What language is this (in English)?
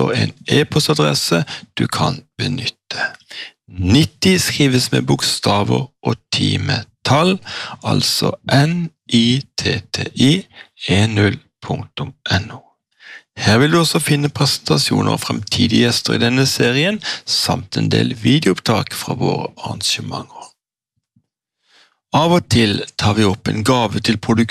Norwegian